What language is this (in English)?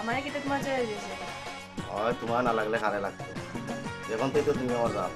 Sylheti